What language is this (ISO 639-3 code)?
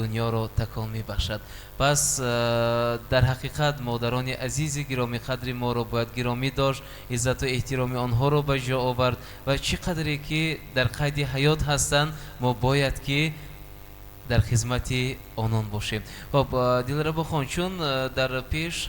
tgk